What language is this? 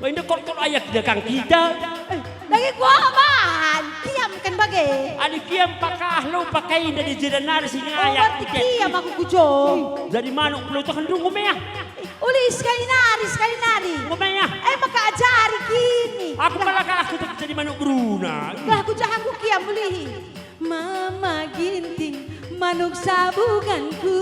Batak Karo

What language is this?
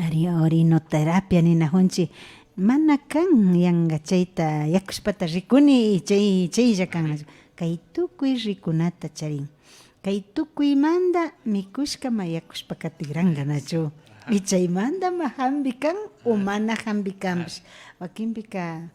Imbabura Highland Quichua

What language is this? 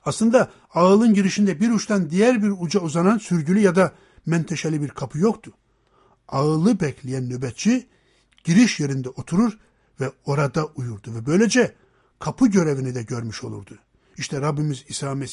Turkish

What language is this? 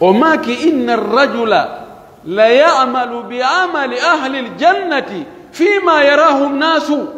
Pular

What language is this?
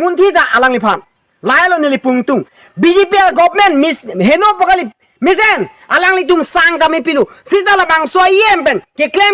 Karbi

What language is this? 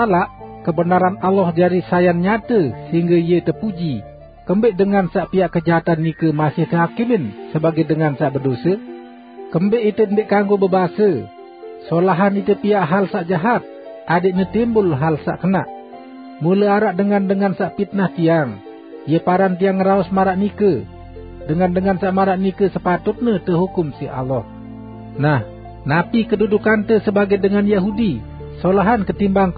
Sasak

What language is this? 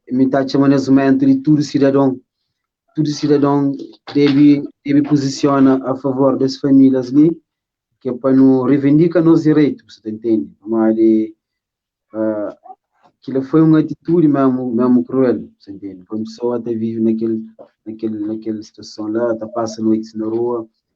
Kabuverdianu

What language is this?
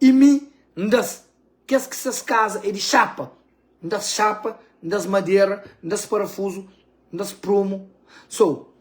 Kabuverdianu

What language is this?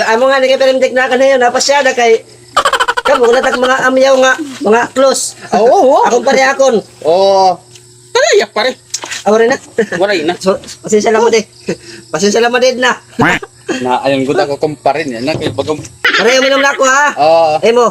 Waray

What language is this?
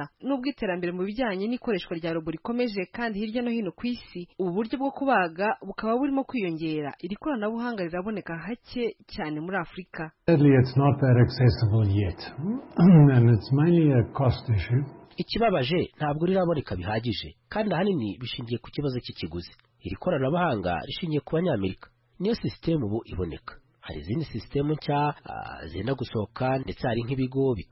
Kinyarwanda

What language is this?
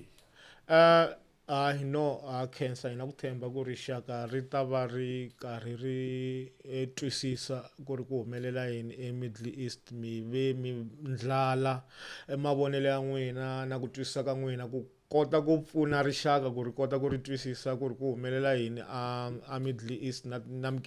Tsonga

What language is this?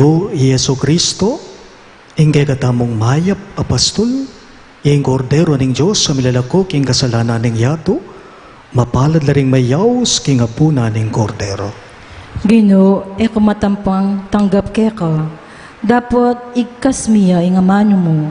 Pampanga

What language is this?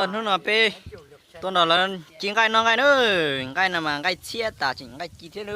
Hmong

